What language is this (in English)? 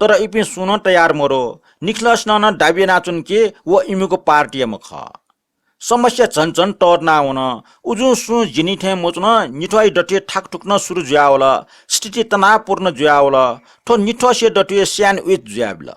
Newari